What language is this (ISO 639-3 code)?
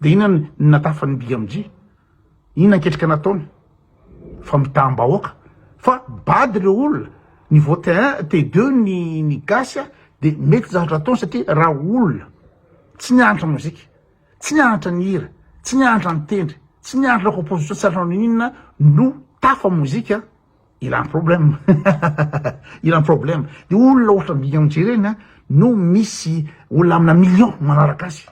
mlg